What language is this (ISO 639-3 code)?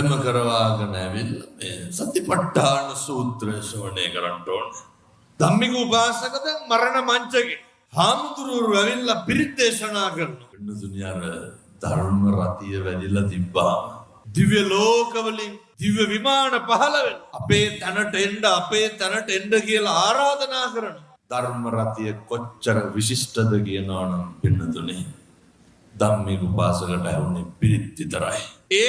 sin